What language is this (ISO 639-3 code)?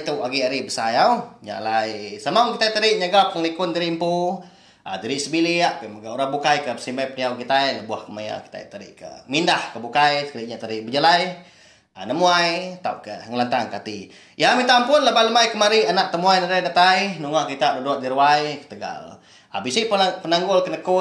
iba